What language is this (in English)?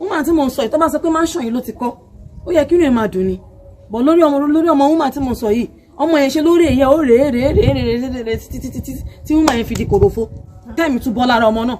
Yoruba